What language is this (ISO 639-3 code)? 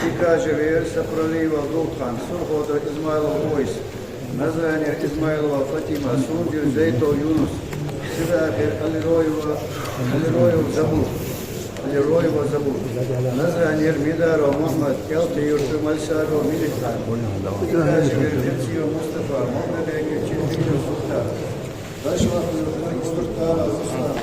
inh